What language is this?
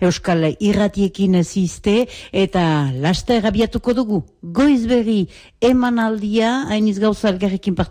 Basque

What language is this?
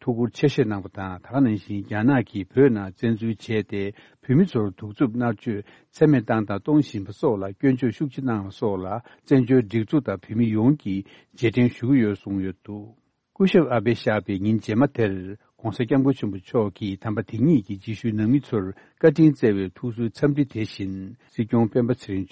Tibetan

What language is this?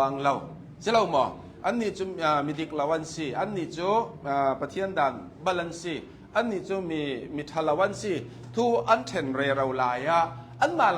Hakha Chin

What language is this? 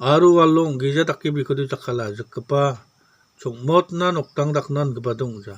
Garo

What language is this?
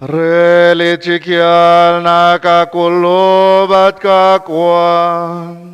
Kekchí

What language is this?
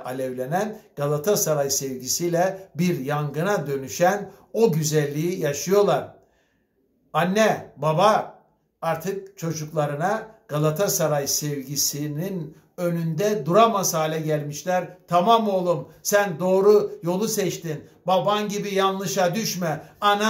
Turkish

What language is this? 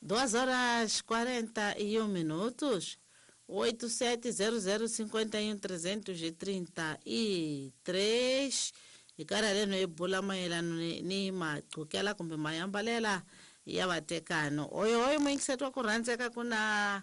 Tsonga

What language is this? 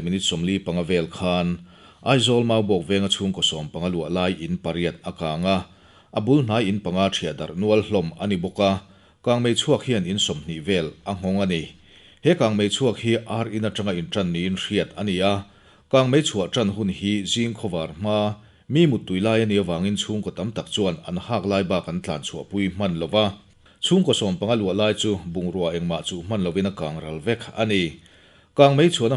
Mizo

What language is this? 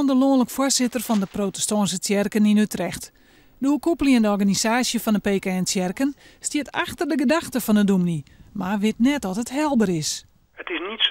Western Frisian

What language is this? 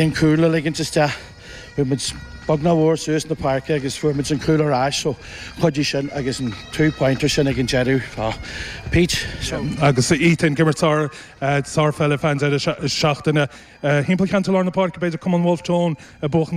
Irish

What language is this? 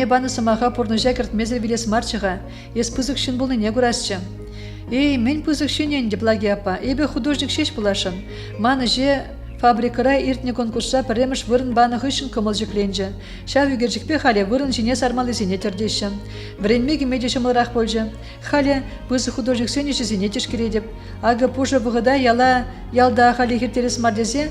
Chuvash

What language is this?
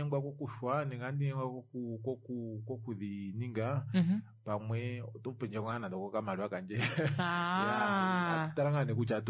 Kuanyama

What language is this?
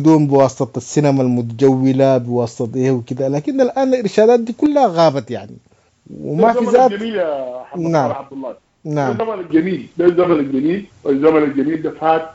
Sudanese Arabic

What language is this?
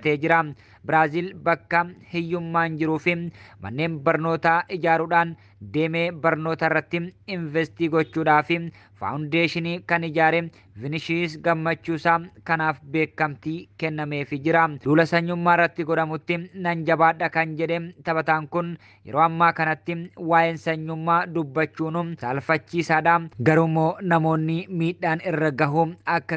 Oromo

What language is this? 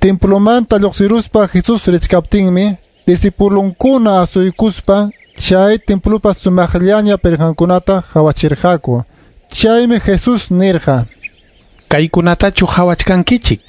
Ayacucho Quechua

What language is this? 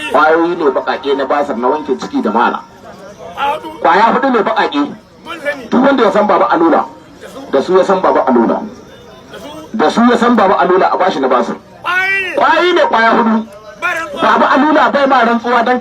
Hausa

